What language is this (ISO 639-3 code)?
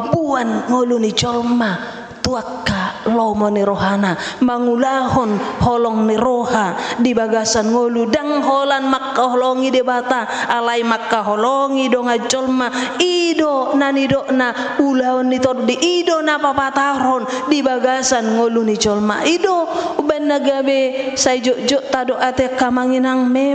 bbc